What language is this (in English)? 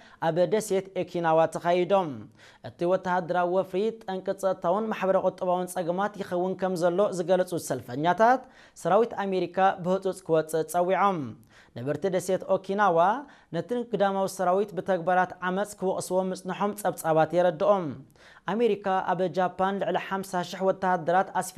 Tigrinya